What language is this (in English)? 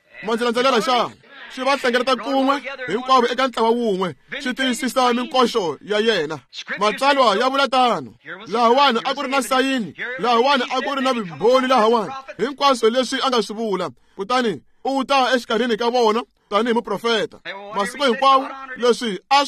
Tsonga